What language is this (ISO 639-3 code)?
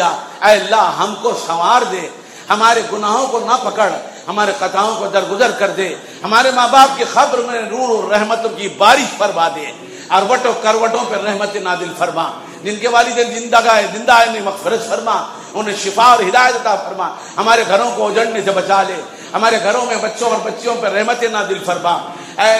urd